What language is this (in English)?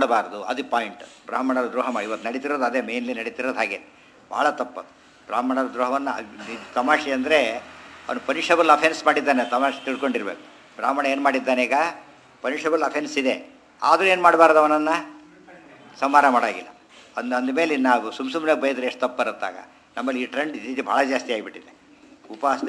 Kannada